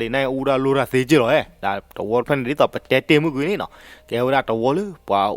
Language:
S'gaw Karen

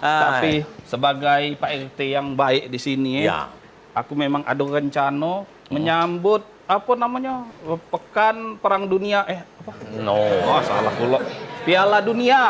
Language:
Musi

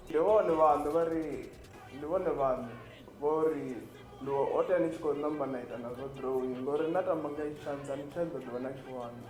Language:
Venda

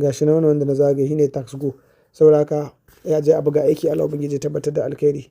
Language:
Hausa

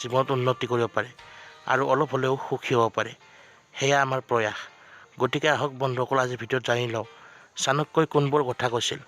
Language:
Assamese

